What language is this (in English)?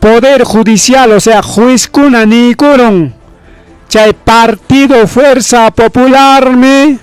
Ayacucho Quechua